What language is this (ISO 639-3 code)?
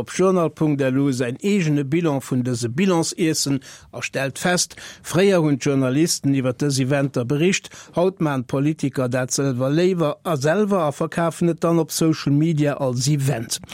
ltz